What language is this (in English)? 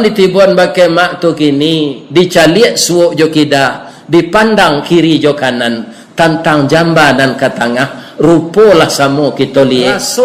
Minangkabau